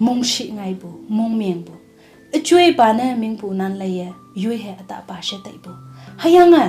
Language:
Konyak Naga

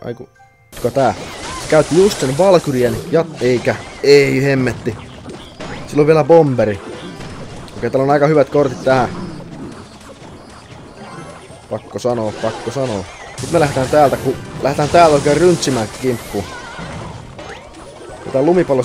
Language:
Finnish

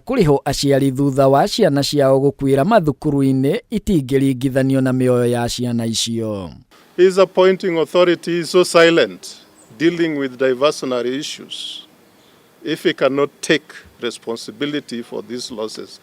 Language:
Kikuyu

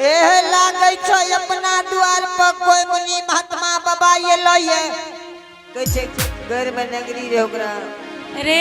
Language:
Angika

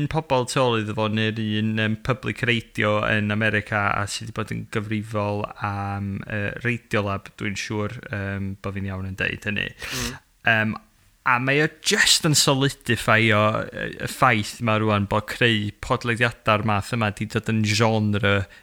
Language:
Welsh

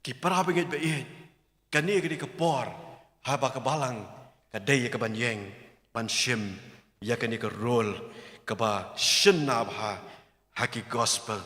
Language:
Khasi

